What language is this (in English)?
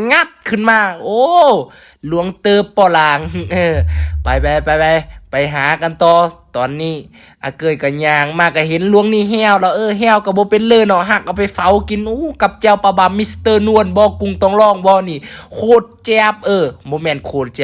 Lao